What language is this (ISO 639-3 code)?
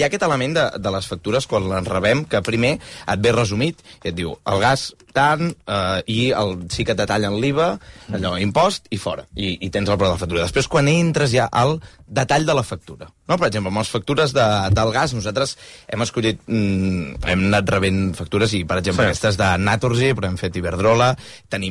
cat